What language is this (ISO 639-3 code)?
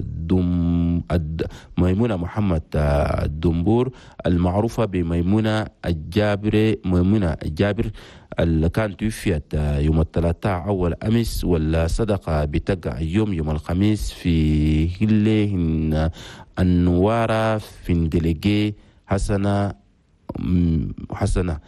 shu